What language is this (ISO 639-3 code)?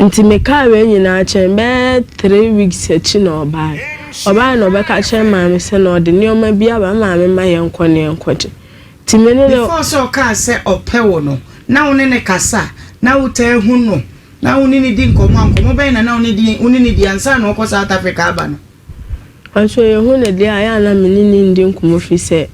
aka